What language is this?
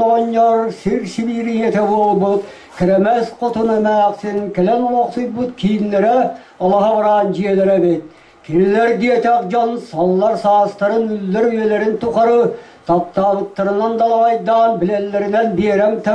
Yakut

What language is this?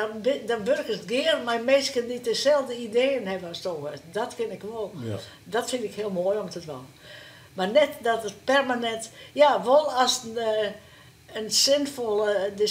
Western Frisian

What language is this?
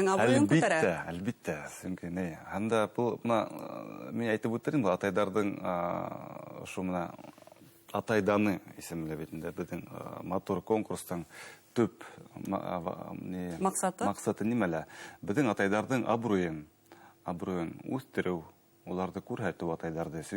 Bashkir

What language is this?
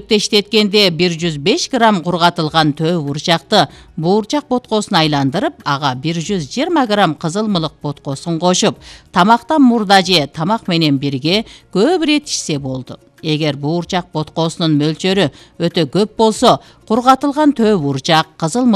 Kyrgyz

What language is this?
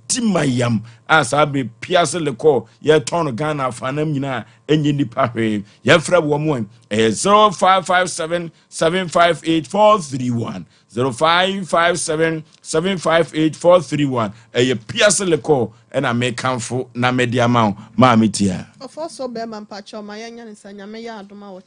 Akan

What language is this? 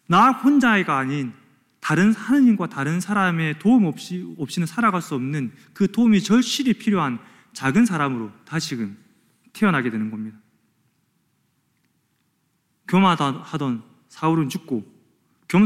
Korean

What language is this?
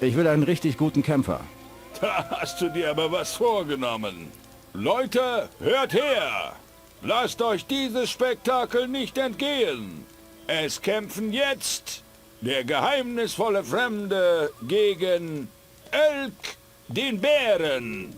Bavarian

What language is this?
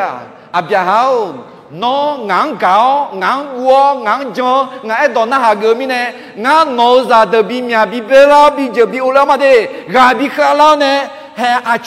Akha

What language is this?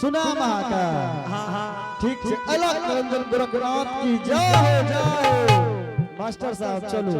Angika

